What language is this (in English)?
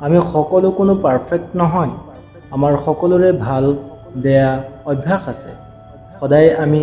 Assamese